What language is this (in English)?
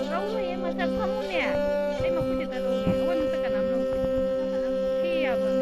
Manipuri